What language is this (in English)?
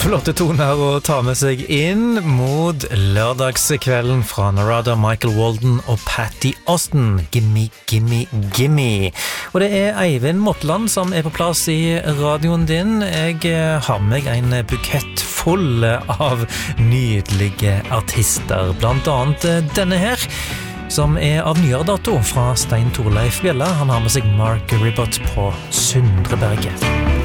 Norwegian